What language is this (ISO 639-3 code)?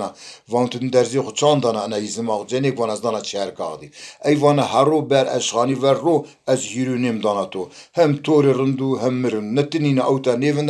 zza